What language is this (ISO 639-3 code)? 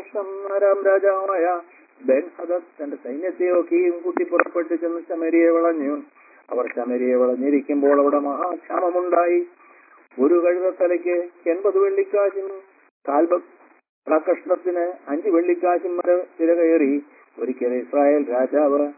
mal